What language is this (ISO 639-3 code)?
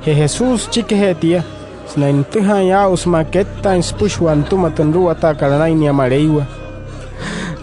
guc